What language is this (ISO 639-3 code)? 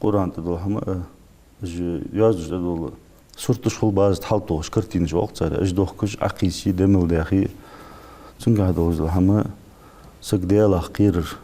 inh